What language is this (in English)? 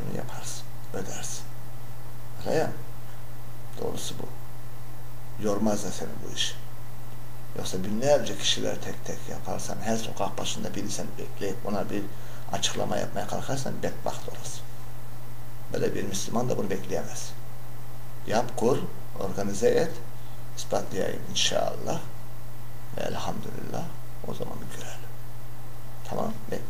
Turkish